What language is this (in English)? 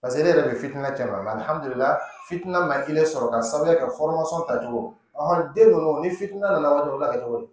Dyula